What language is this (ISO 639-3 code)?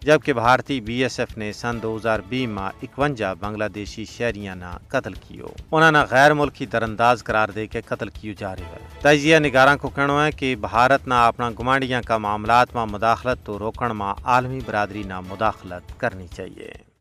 gju